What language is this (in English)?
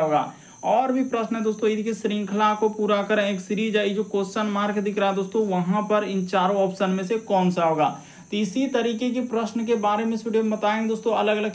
Hindi